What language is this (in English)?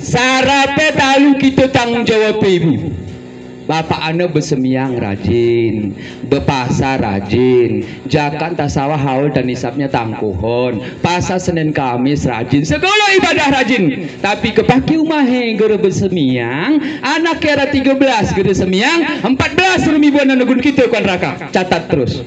Gayo